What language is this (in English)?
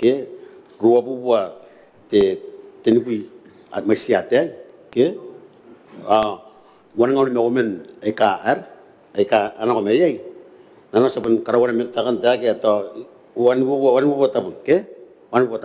Gilbertese